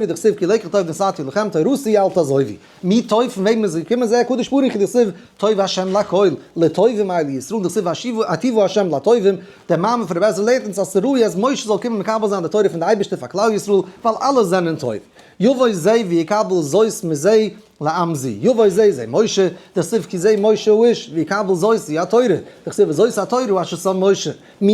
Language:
Yiddish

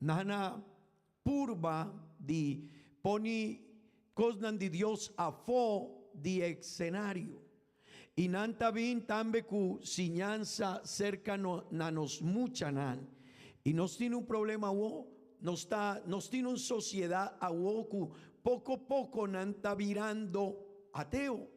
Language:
Papiamento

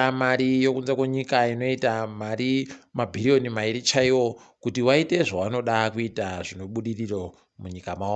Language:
Ndau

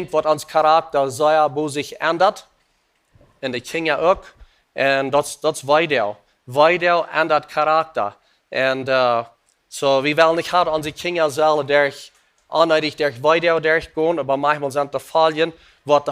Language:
Plautdietsch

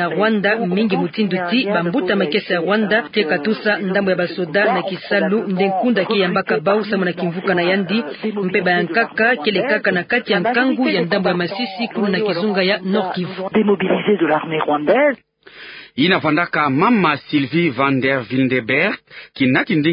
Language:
Kituba (Democratic Republic of Congo)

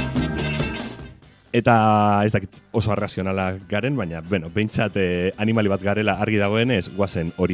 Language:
Basque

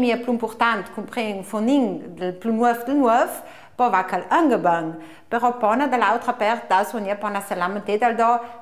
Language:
Ladin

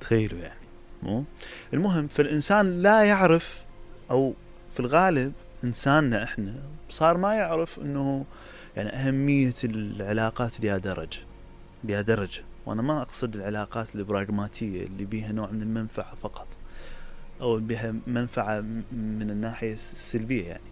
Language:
Mesopotamian Arabic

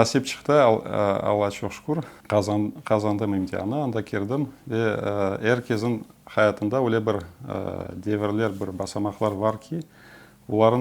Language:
Crimean Tatar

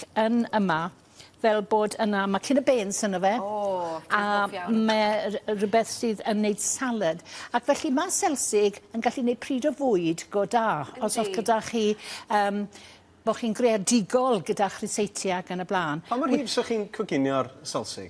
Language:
Welsh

